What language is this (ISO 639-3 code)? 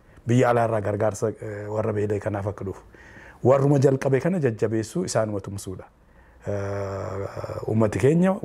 orm